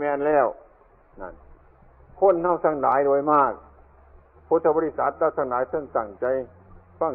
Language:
Northeastern Thai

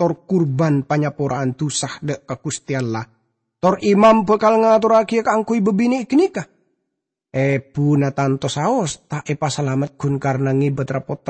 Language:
Madurese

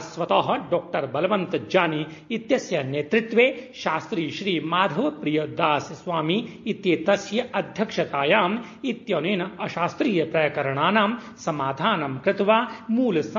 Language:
Sanskrit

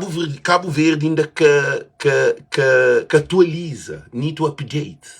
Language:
Kabuverdianu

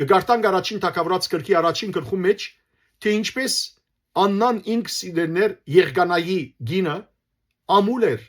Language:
Western Armenian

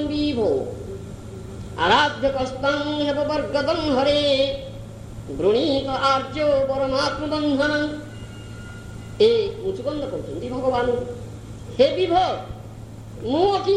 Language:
Odia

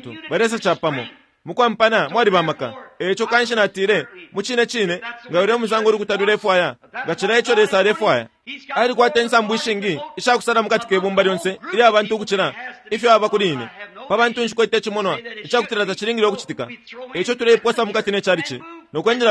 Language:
Bemba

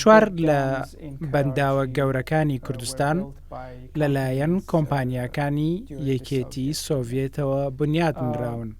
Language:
Central Kurdish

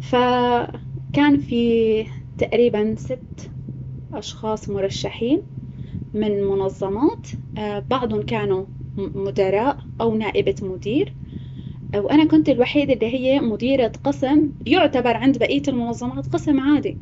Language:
North Levantine Arabic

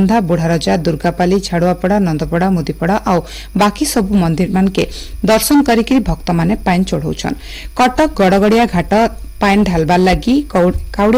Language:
Odia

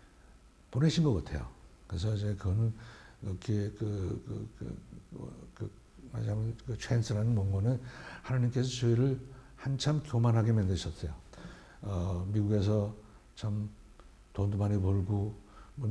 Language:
Korean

